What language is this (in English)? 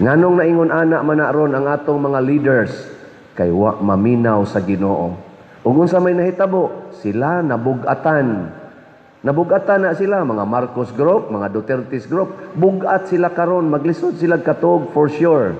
Cebuano